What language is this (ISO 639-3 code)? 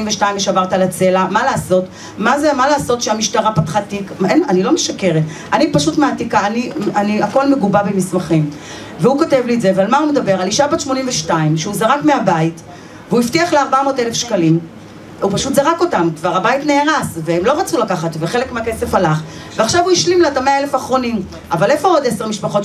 heb